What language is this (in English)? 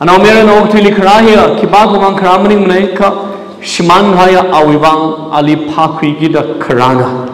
Tangkhul Naga (India)